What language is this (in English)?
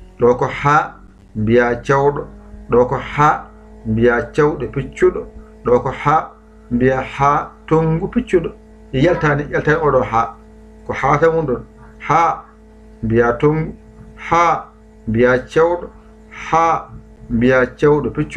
Fula